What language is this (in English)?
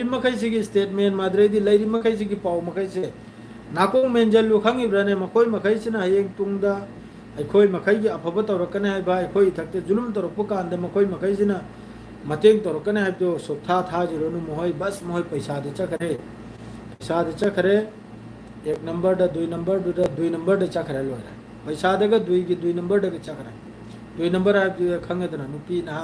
Manipuri